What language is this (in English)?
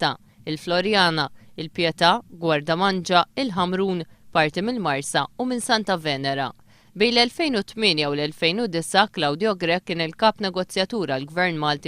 Maltese